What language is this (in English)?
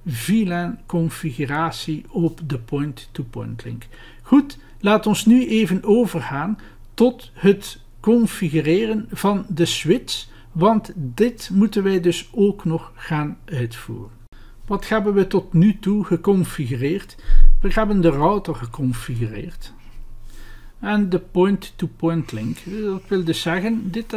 Dutch